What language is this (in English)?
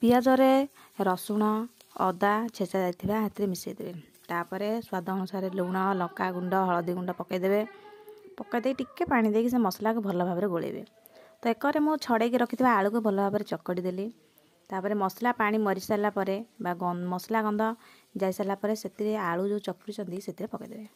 Odia